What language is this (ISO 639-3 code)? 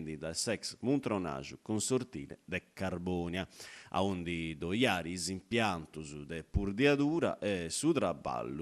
srd